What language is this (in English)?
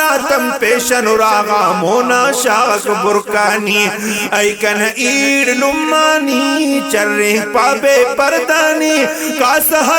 Brahui